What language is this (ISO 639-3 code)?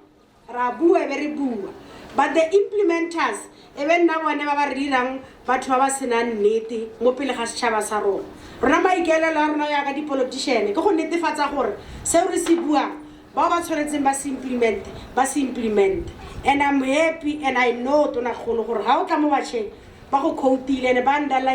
tsn